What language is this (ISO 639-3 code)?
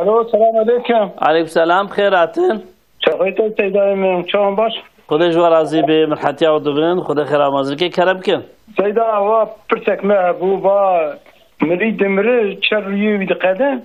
kur